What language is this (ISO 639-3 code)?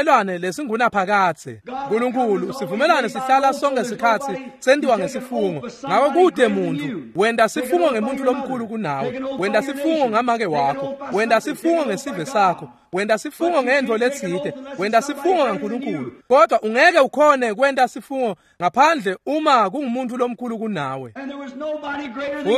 ssw